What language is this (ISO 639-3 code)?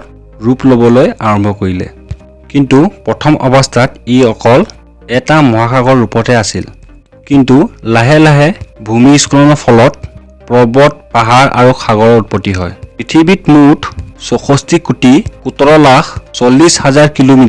asm